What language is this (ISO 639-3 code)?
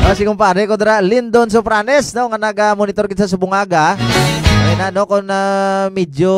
hil